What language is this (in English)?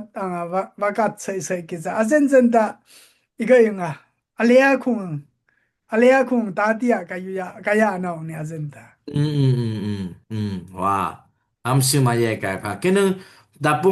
Dimasa